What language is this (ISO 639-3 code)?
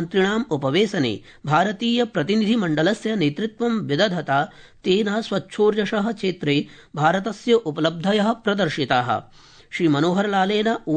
san